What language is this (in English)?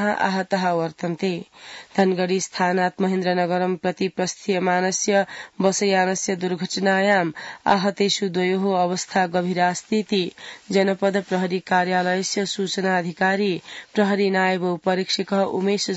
Sanskrit